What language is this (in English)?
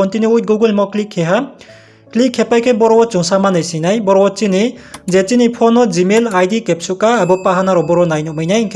Riang (India)